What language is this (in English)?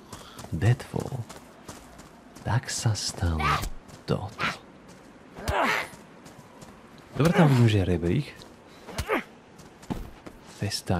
Slovak